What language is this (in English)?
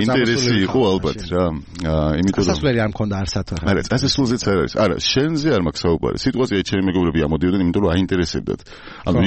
Georgian